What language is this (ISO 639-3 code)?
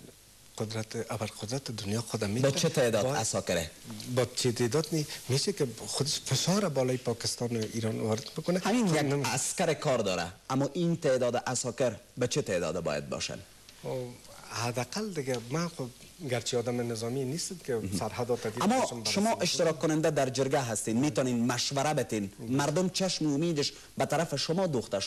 fas